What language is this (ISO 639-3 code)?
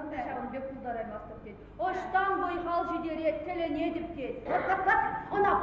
chv